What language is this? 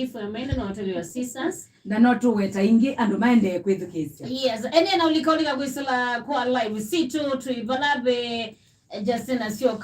Kamba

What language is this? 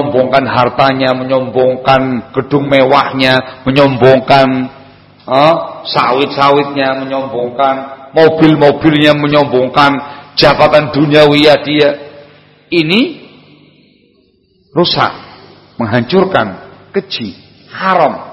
Indonesian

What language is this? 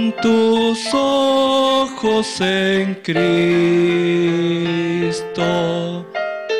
Aymara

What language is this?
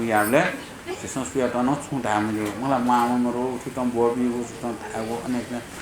Newari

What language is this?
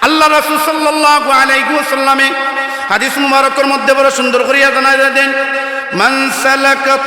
Sylheti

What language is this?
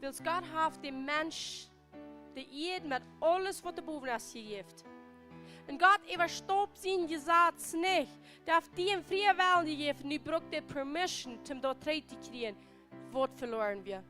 Plautdietsch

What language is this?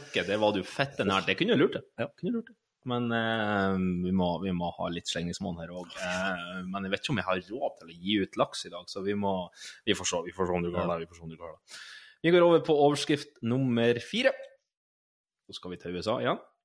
Norwegian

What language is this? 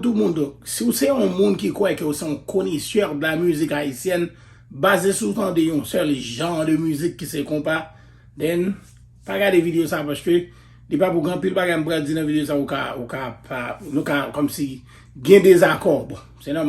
Haitian Creole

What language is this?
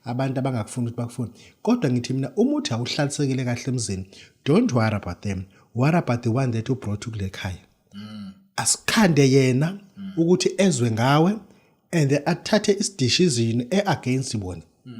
Zulu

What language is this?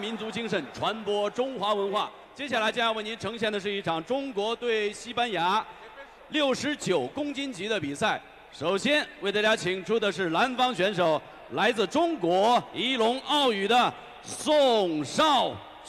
Chinese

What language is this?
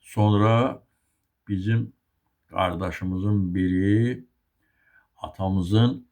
Azerbaijani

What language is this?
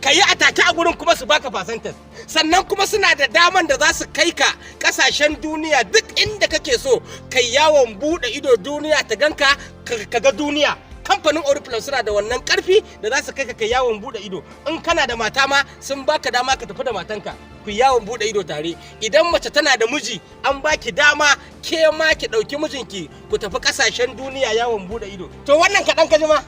Hausa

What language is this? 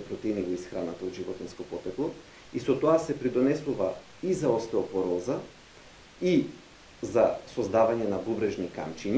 Macedonian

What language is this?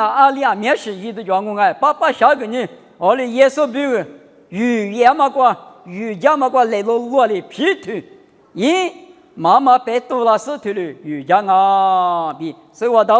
Lisu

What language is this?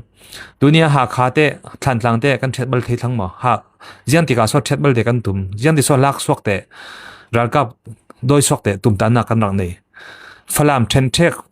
Falam Chin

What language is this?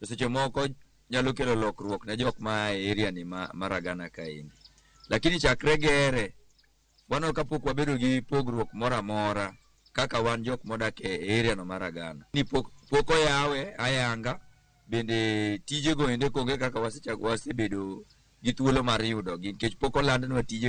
Luo (Kenya and Tanzania)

